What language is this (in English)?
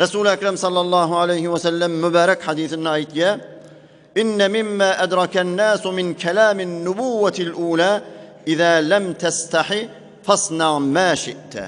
Turkmen